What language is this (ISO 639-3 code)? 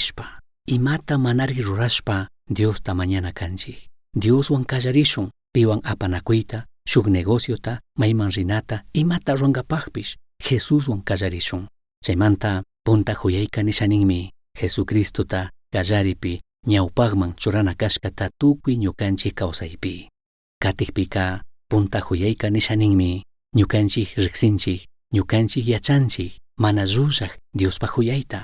qug